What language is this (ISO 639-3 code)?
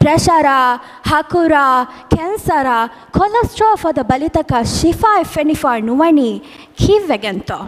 div